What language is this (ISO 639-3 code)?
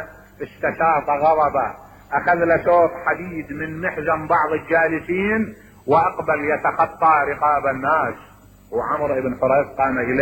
acm